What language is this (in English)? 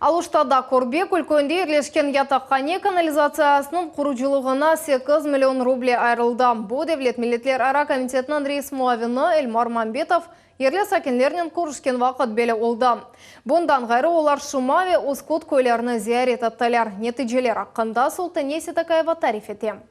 Crimean Tatar